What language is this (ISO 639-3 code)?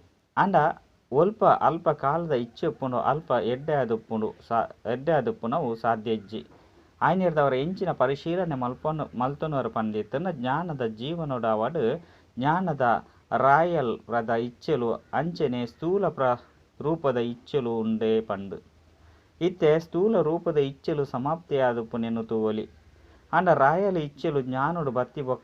tcy